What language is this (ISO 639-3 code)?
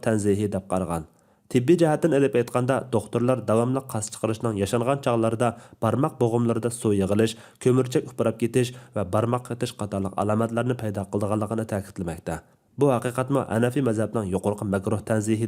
uig